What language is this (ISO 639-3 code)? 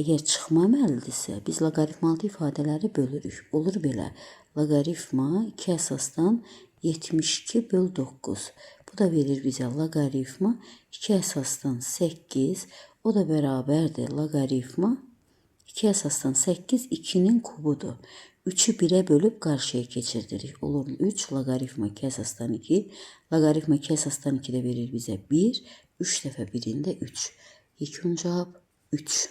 aze